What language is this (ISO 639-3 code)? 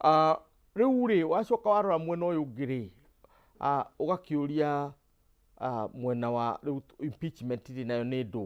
kik